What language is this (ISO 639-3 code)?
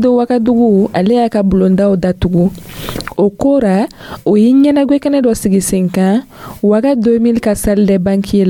dyu